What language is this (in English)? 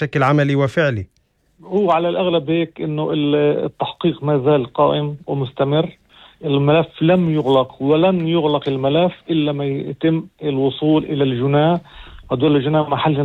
North Levantine Arabic